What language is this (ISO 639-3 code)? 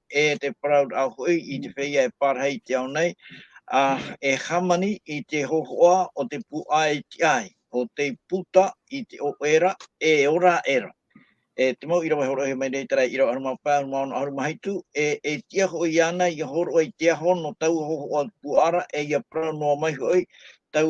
tah